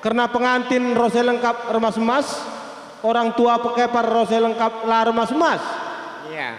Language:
Batak Karo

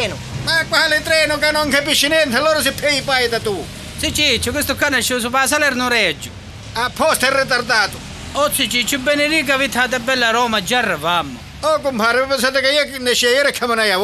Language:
Sicilian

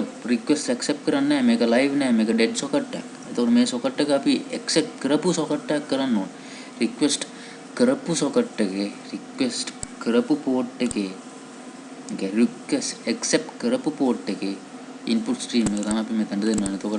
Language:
Sinhala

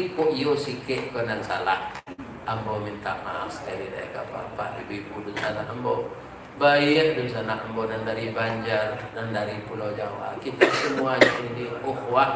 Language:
Minangkabau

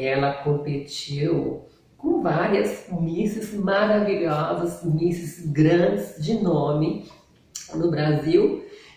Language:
Portuguese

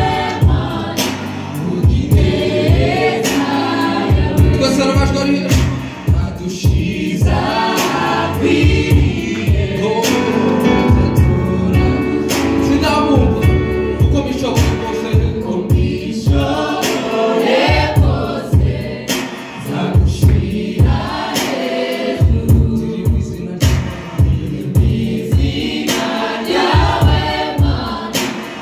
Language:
Kinyarwanda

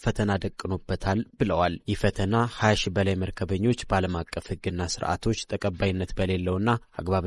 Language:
Amharic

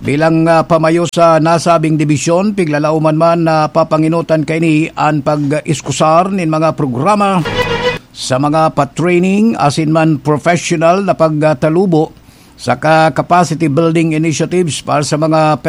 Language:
Bikol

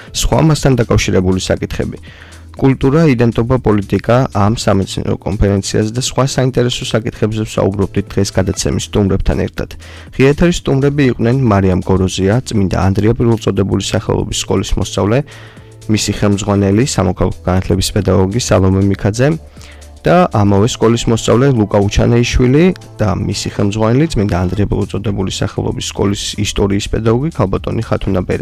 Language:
Georgian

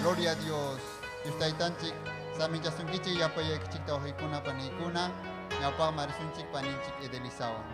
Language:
Ayacucho Quechua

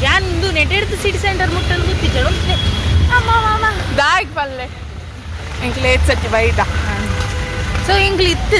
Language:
Tulu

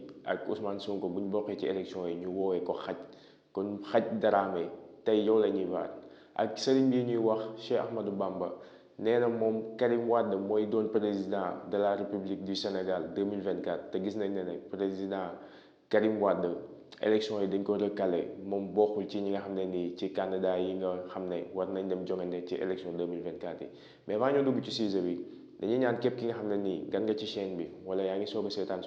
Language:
Wolof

